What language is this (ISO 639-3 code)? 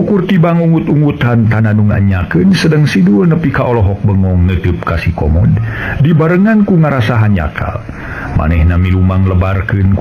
sun